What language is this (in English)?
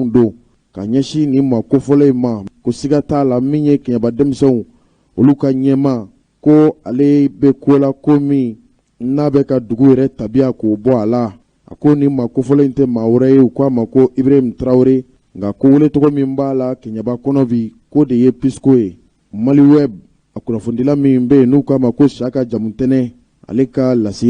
Bambara